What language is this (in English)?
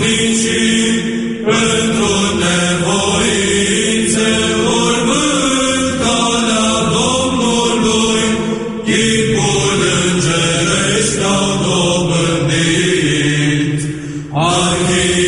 Romanian